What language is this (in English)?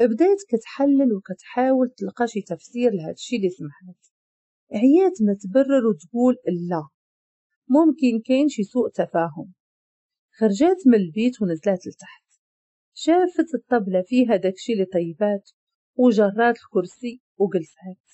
Moroccan Arabic